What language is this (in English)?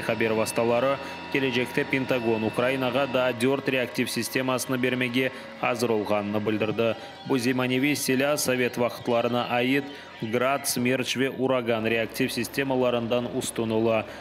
Crimean Tatar